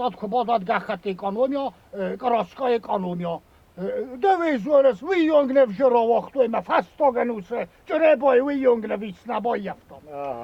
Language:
Ossetic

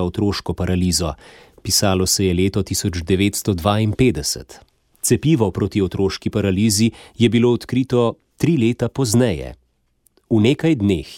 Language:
Slovenian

